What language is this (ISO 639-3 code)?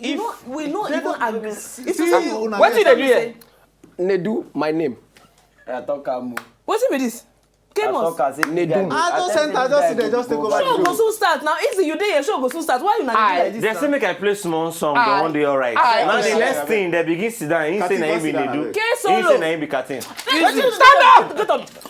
pcm